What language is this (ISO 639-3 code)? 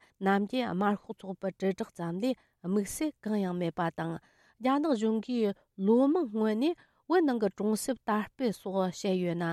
bod